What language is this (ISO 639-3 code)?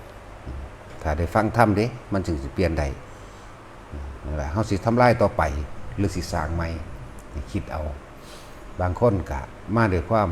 lao